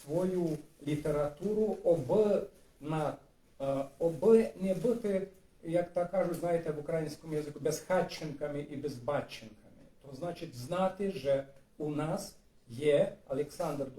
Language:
Rusyn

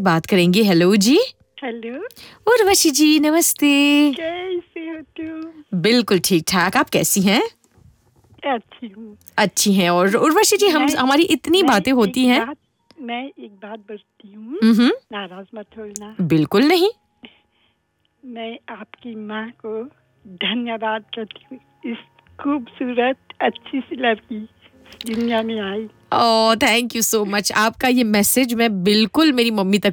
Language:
Hindi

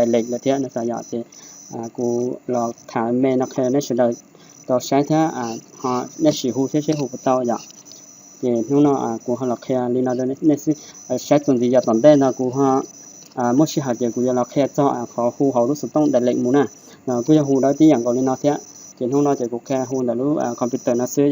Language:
Hmong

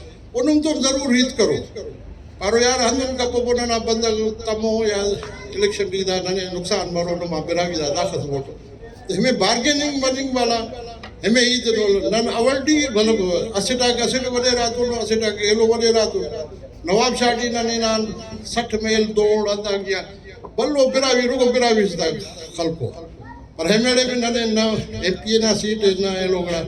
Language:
Brahui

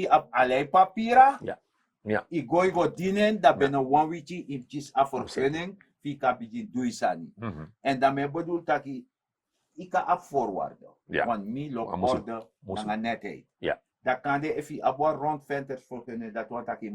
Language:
Sranan Tongo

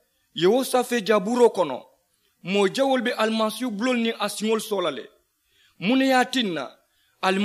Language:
Mandingo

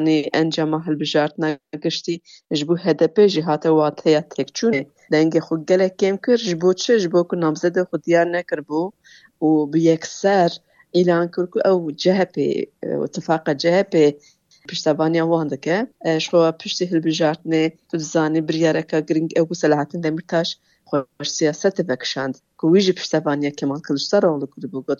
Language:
Kurdish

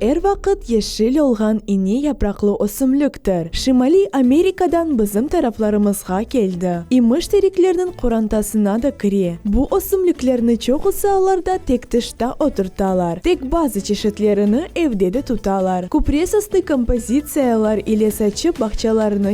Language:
Crimean Tatar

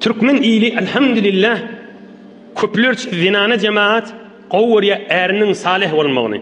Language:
Turkmen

